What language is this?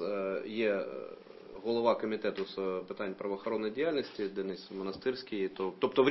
Ukrainian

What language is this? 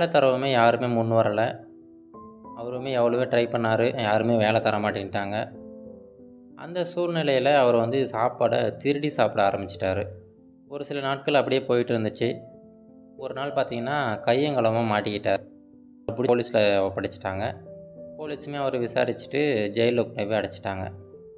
Tamil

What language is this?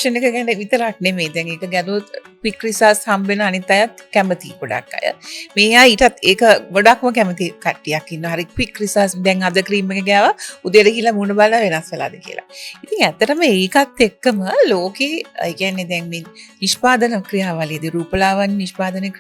Sinhala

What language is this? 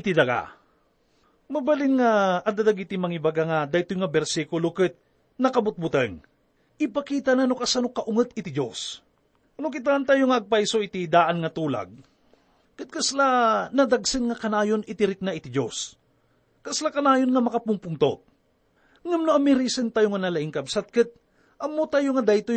Iloko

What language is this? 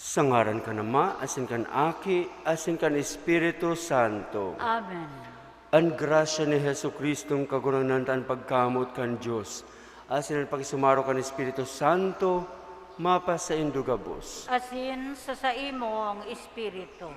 Bikol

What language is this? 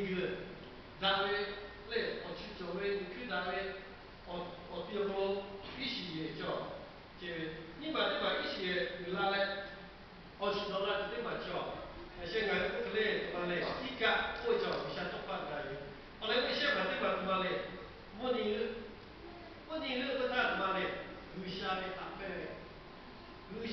Lahu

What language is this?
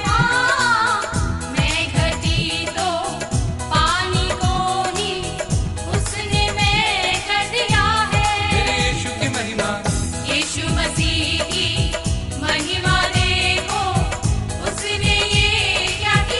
Hindi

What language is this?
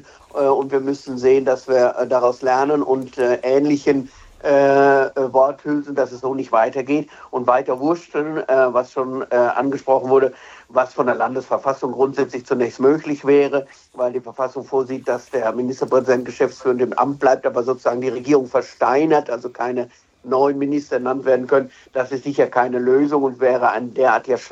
German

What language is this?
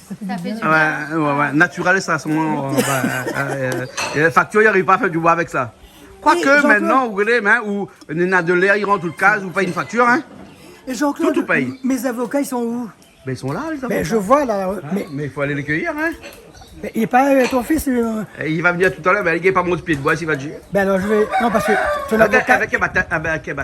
Réunion Creole French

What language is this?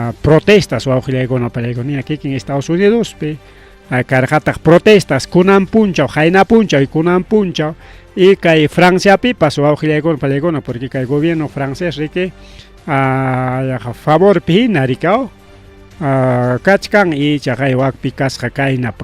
Ayacucho Quechua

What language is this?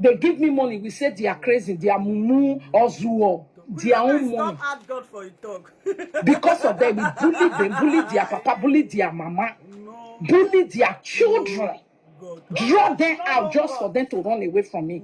Nigerian Pidgin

